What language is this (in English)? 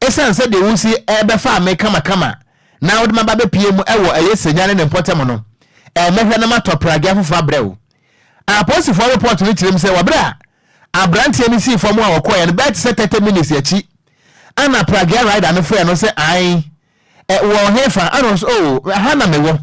Akan